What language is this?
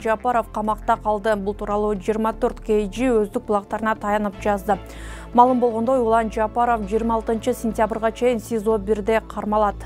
Kyrgyz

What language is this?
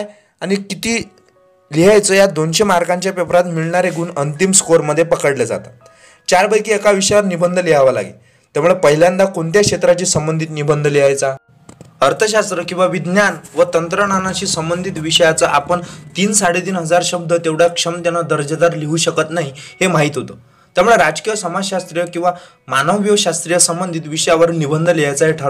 Marathi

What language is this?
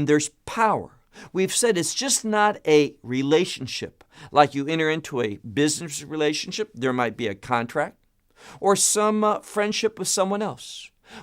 English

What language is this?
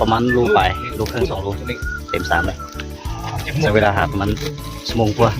Lao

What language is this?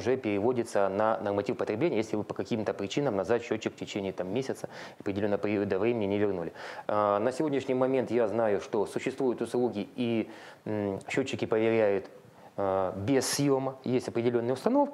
Russian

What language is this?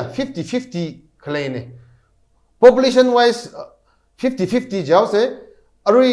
Tangkhul Naga (India)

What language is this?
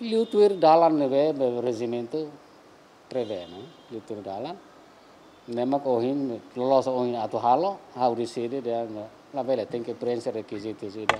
Tetum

